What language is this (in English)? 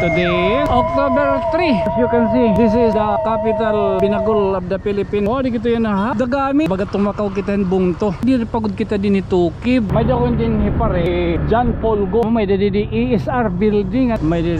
Waray